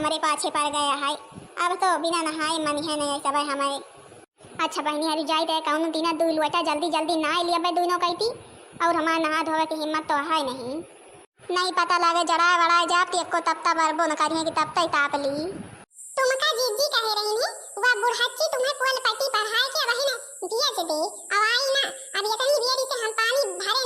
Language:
Awadhi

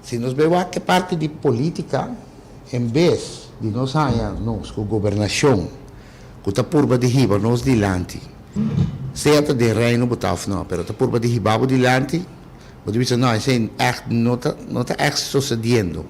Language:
Papiamento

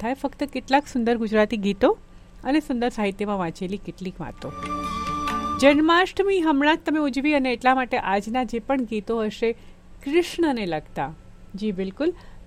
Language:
Gujarati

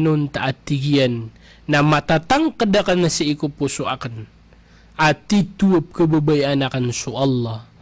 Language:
Maranao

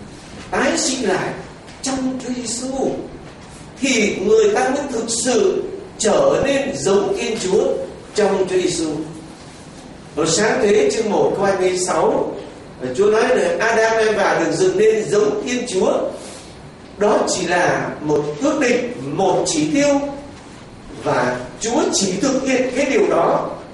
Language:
Vietnamese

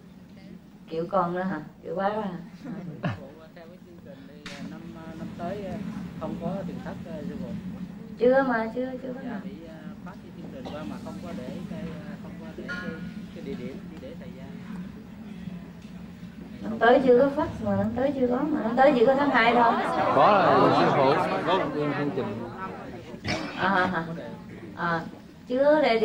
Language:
Vietnamese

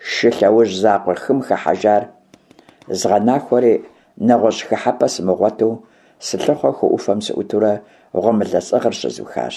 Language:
Kabardian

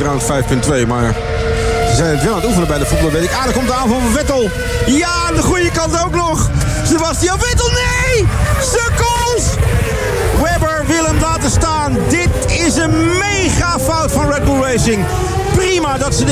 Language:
Dutch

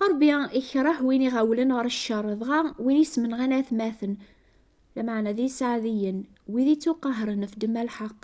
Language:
Kabyle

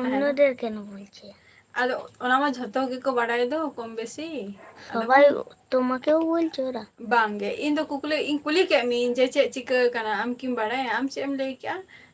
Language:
Santali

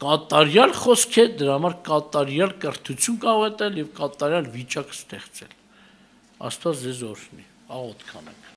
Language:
Armenian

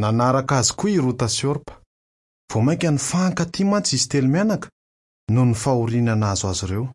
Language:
Malagasy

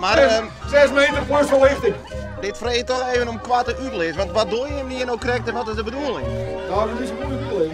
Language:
Western Frisian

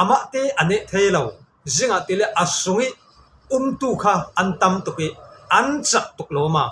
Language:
Falam Chin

